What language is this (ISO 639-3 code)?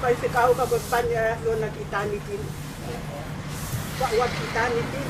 ton